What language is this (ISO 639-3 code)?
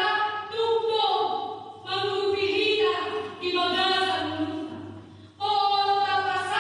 bbc